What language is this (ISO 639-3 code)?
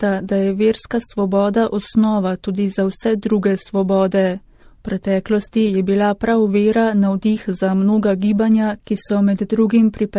slv